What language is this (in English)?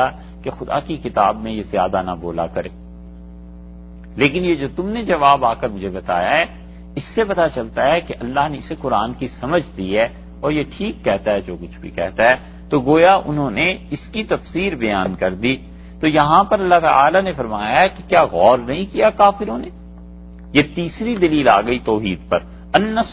Urdu